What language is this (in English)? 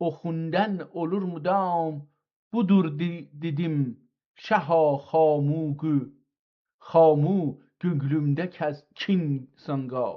South Azerbaijani